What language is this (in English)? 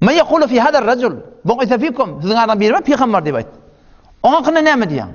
Turkmen